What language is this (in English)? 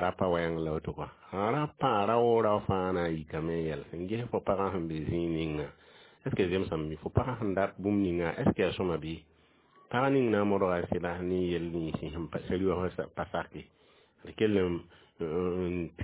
Mossi